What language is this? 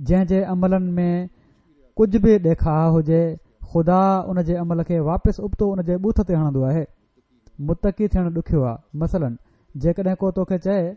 Sindhi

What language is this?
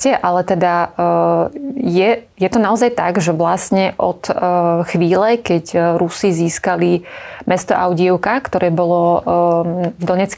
Slovak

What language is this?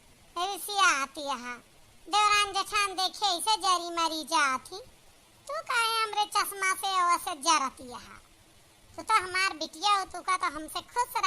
Awadhi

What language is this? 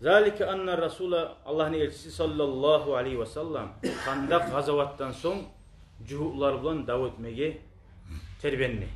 Kumyk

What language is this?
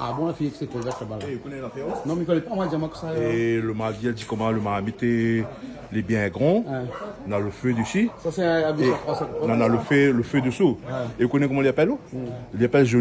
Réunion Creole French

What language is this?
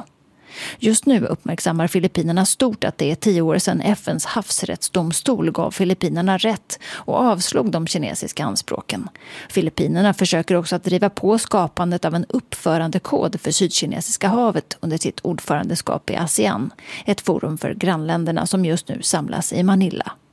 Swedish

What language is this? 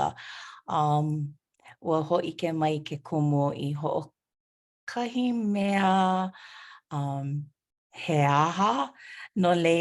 Hawaiian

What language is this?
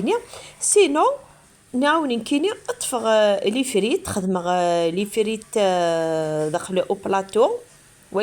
Kabyle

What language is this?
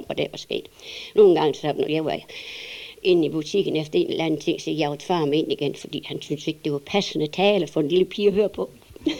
Danish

